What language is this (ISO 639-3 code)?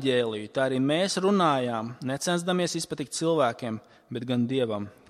lav